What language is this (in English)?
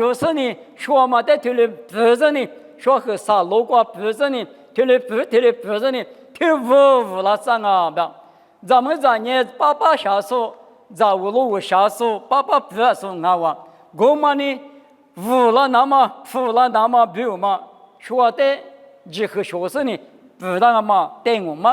Lisu